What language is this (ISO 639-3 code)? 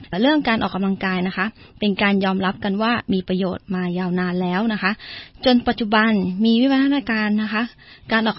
tha